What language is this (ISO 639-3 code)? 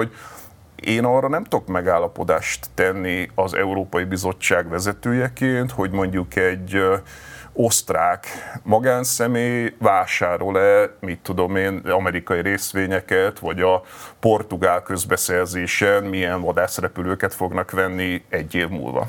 hun